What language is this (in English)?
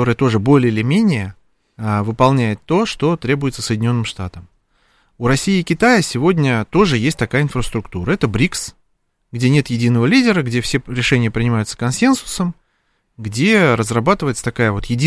Russian